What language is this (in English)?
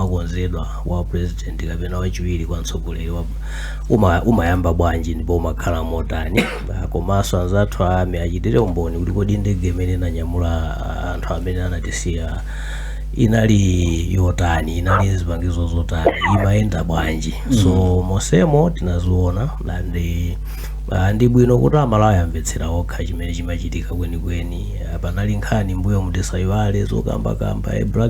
Nyanja